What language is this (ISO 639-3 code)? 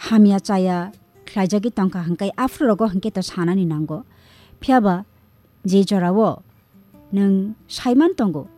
trp